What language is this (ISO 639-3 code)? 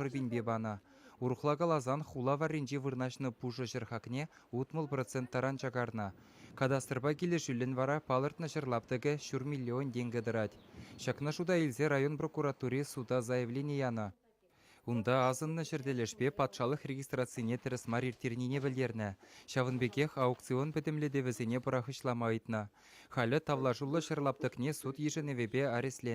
chv